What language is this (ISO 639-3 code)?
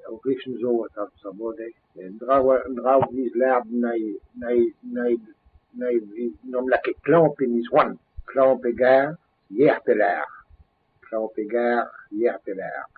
bre